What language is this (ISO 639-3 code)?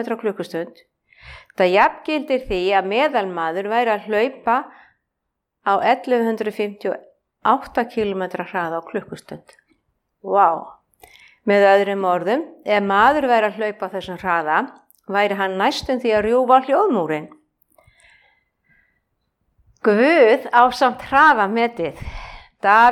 isl